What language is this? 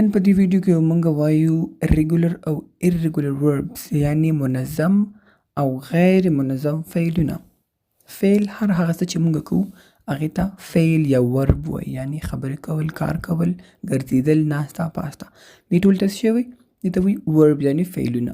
Pashto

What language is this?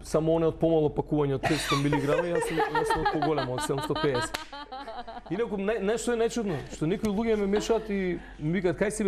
Macedonian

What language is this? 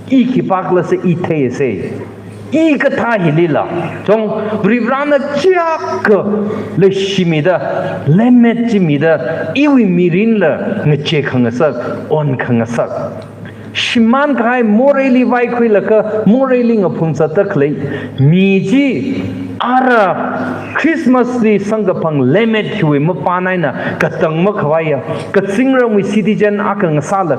Tangkhul Naga (India)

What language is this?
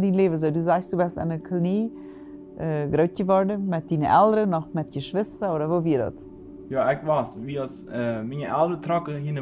Plautdietsch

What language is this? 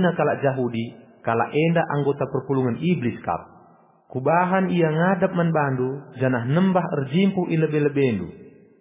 Batak Karo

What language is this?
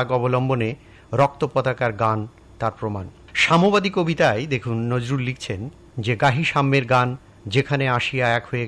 Bangla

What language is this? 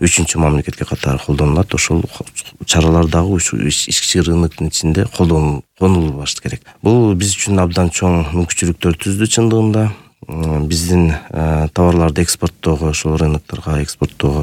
Kyrgyz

